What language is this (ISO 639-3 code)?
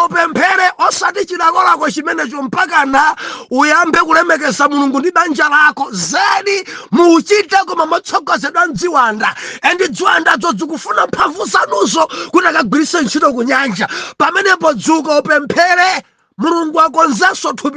nya